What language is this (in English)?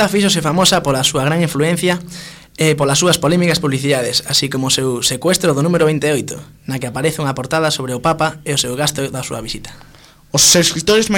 Galician